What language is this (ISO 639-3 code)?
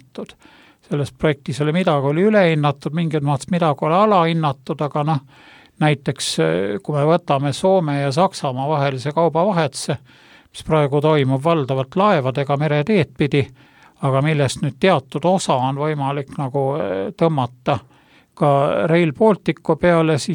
est